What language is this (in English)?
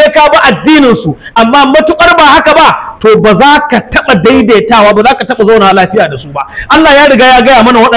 Hausa